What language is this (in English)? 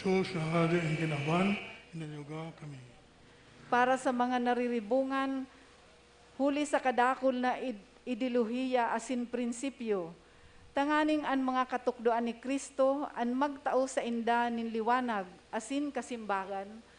Bikol